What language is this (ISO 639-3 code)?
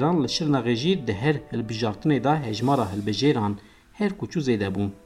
kur